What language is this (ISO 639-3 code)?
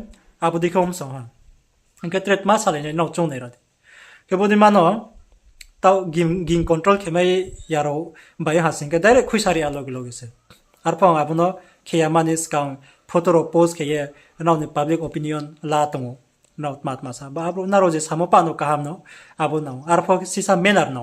ria